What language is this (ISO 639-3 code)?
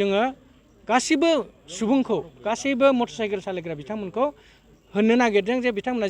brx